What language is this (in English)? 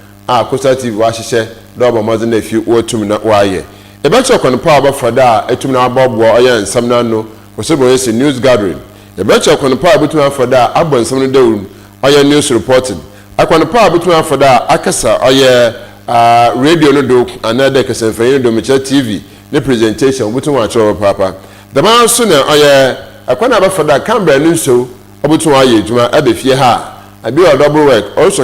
Akan